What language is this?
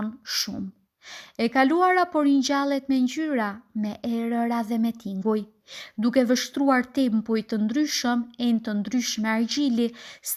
Albanian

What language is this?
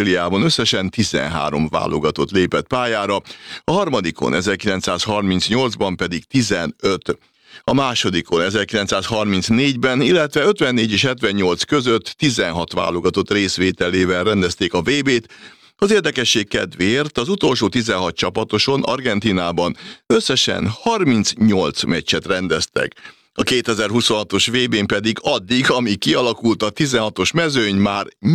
Hungarian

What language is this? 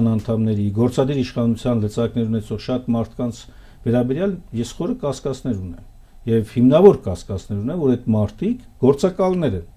Armenian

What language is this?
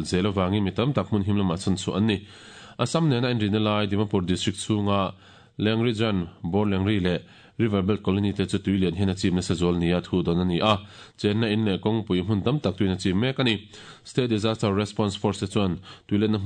Mizo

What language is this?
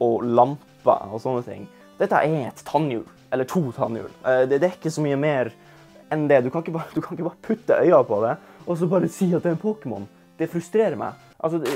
Norwegian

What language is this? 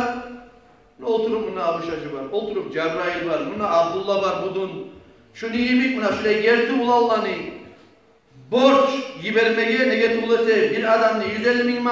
Kumyk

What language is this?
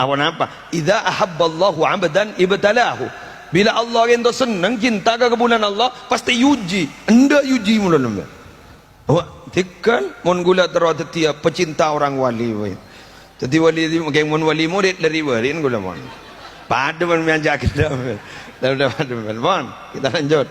Madurese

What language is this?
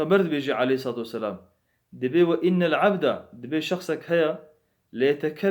Kurdish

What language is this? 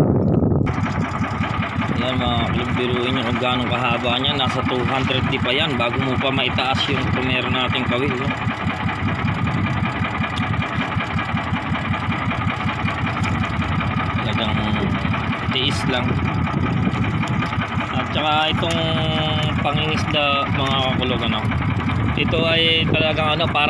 Filipino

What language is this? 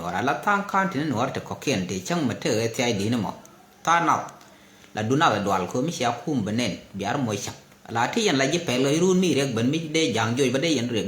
Nuer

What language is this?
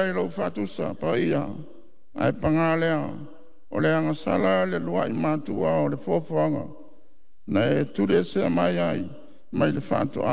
Samoan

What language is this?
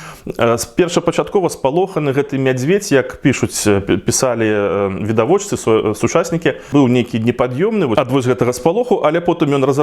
Belarusian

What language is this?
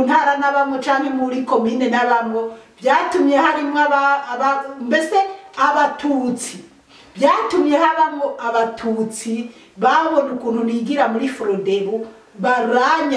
Rundi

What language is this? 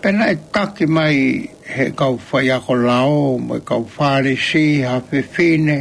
Tongan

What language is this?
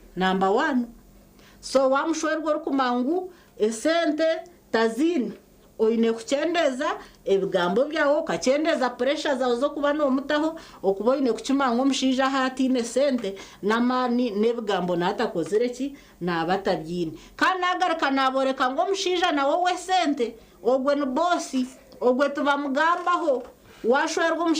Nyankole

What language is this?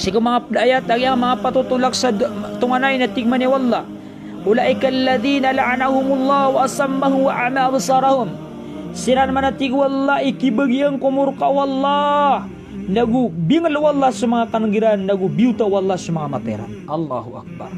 Maranao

